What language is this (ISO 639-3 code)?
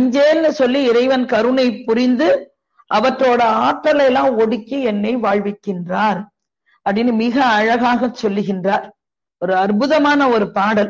tam